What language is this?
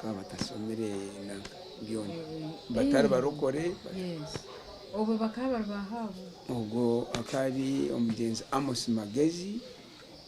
Nyankole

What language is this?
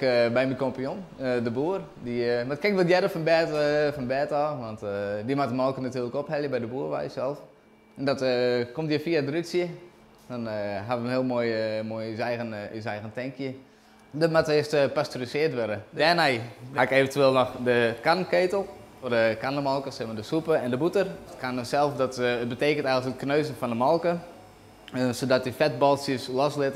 Western Frisian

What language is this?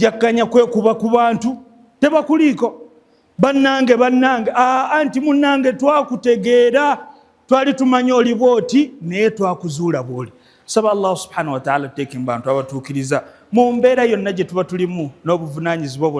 Ganda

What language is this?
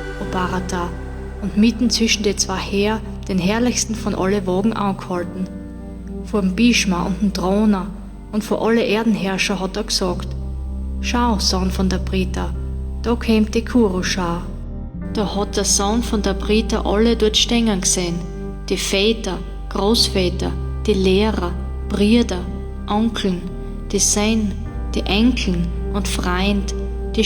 Bavarian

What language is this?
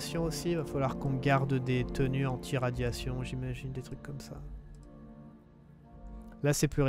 French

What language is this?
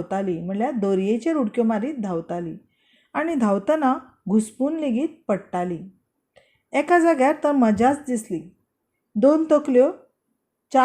Konkani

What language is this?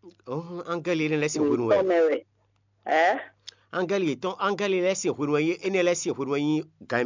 Fon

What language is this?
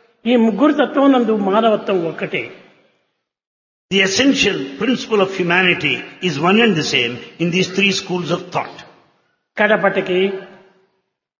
Telugu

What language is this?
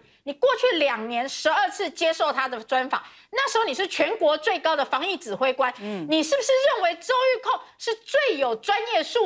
Chinese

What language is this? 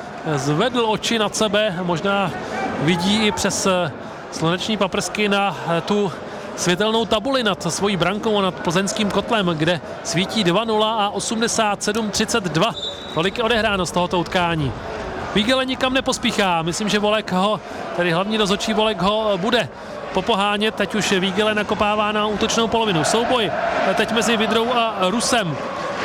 Czech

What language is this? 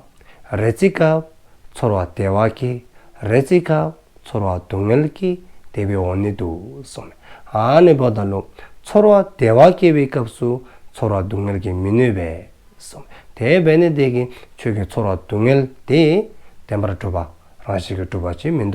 Dzongkha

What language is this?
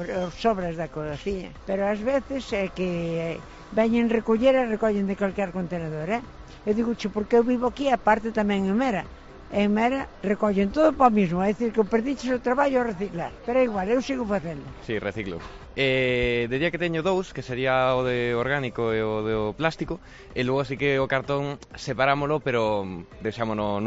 Galician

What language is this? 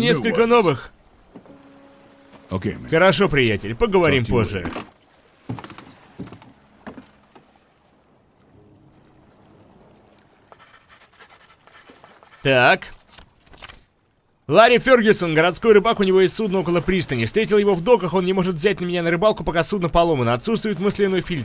Russian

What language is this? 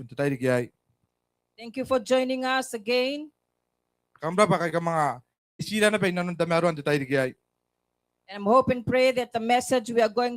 Gilbertese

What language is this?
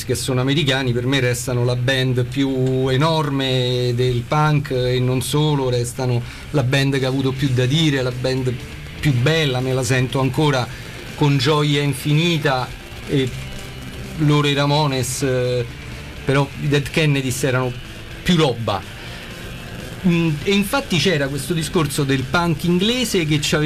Italian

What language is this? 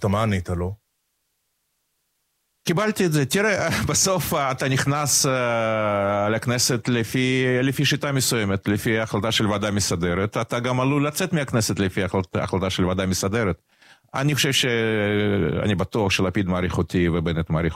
Hebrew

